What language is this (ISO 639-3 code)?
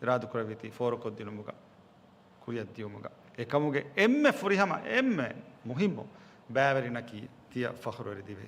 div